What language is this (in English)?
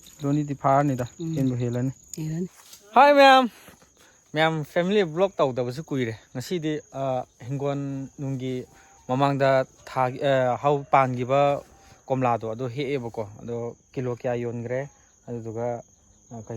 Manipuri